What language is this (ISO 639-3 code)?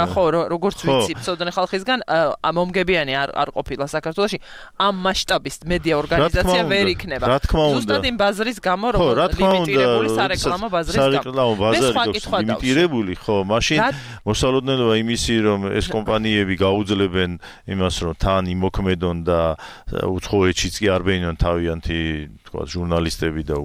kat